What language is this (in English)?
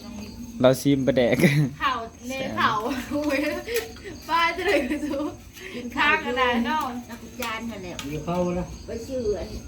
Northeastern Thai